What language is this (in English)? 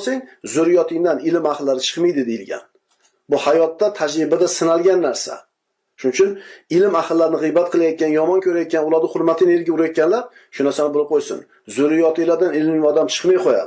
Uzbek